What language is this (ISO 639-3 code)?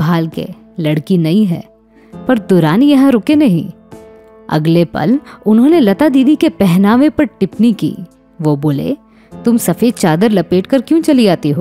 hin